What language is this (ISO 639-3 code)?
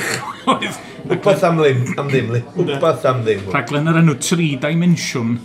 cym